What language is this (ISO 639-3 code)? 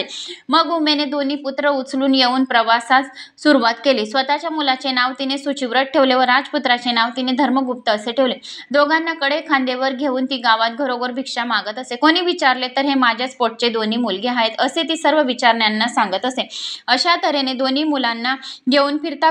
mar